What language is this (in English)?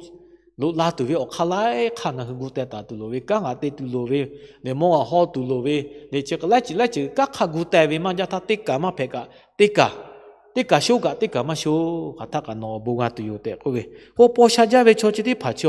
Lahu